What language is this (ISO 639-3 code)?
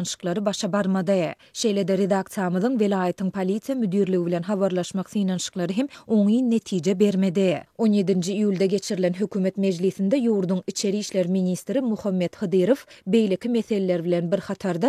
tuk